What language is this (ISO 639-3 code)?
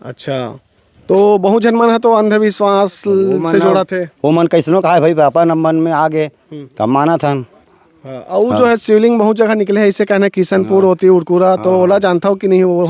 hne